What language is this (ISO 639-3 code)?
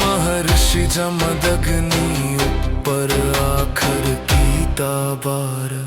doi